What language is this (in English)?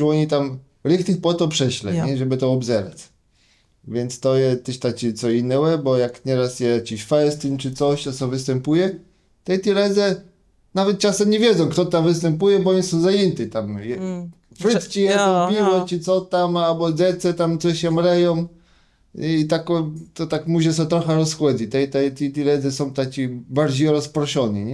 Kashubian